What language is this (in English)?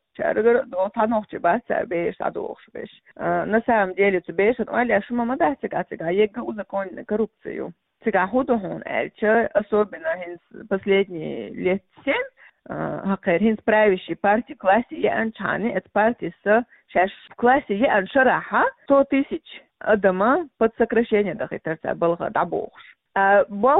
Chechen